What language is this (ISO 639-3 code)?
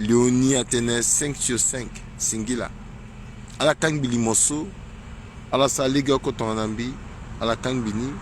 sag